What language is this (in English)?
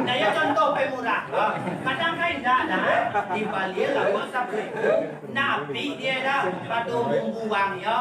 Minangkabau